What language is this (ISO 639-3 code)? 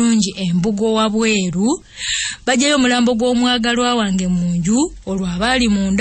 lug